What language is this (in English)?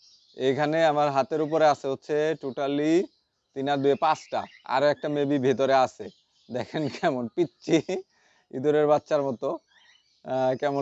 Bangla